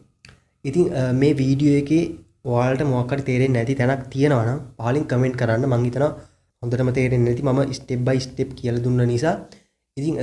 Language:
Sinhala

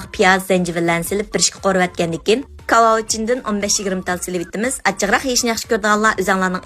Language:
Uyghur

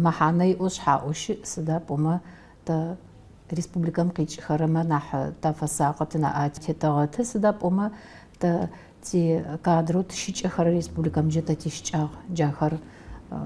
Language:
Adyghe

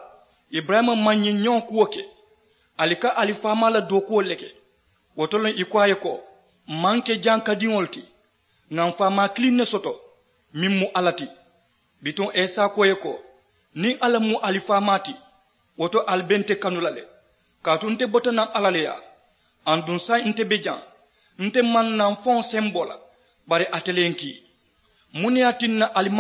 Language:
Mandingo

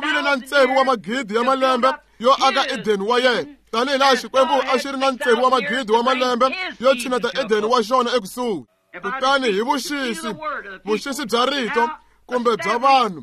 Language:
Tsonga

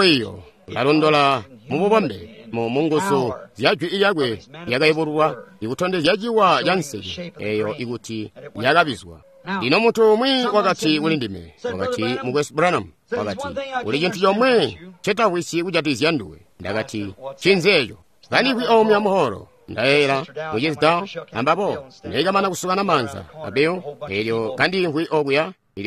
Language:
Tonga (Zambia)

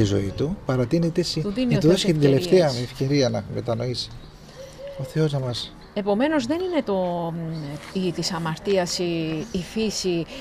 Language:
Greek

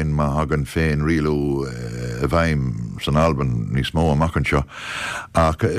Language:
Irish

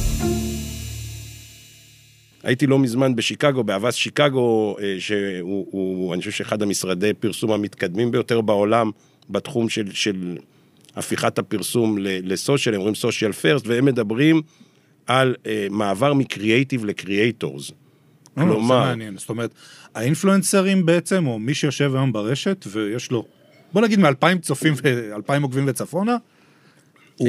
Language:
Hebrew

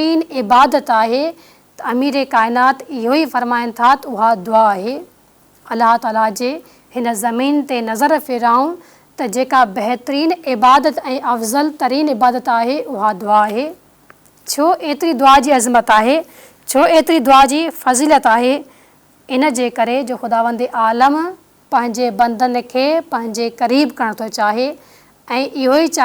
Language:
Sindhi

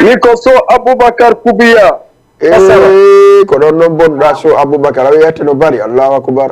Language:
Fula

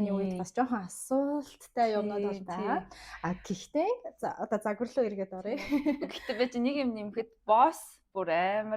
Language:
Mongolian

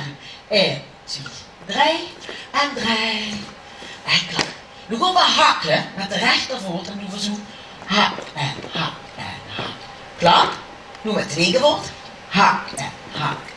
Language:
Limburgish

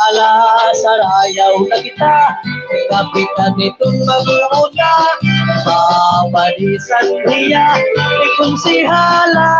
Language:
Waray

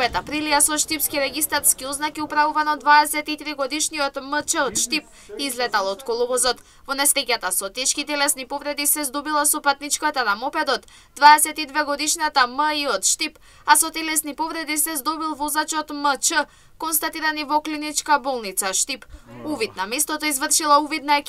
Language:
Macedonian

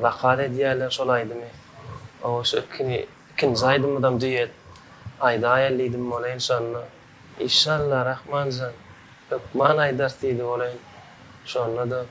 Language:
Turkmen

